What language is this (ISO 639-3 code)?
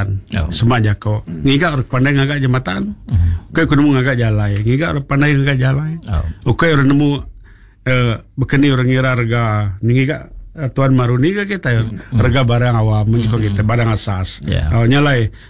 iba